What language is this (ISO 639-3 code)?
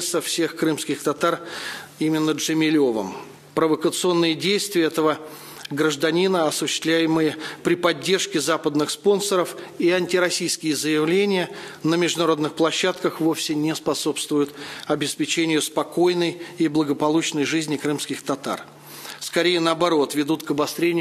rus